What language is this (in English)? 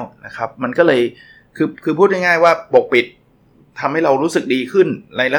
Thai